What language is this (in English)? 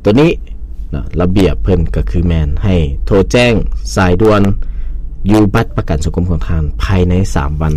Lao